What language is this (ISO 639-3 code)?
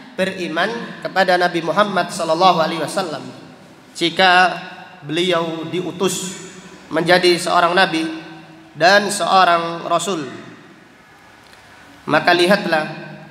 ind